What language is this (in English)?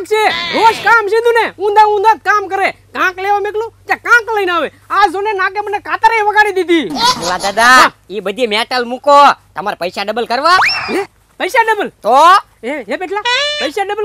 Gujarati